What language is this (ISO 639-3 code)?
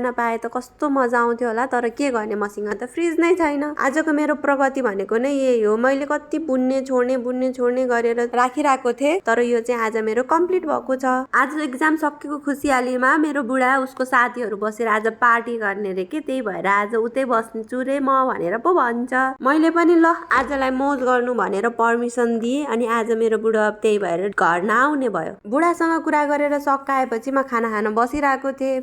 nep